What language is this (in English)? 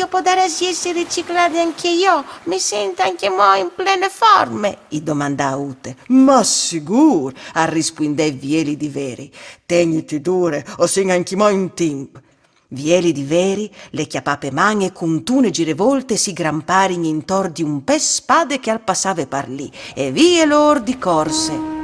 Friulian